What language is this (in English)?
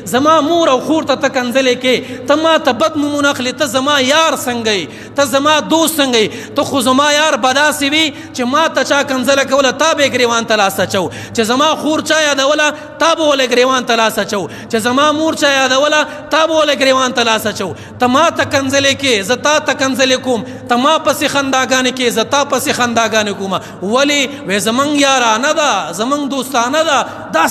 Pashto